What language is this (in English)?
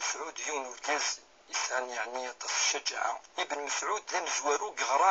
Kabyle